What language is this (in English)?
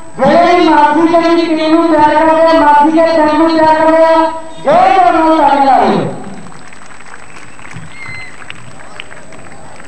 Punjabi